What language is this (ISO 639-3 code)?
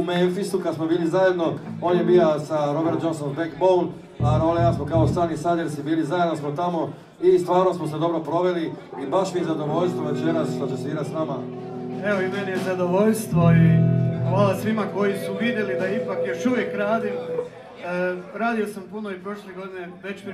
hrv